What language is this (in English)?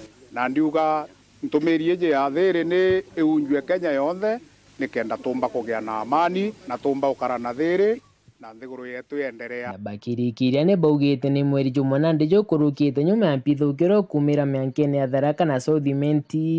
Meru